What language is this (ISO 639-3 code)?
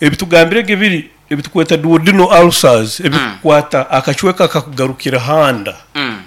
nyo